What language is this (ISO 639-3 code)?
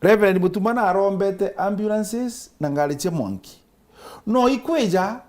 mer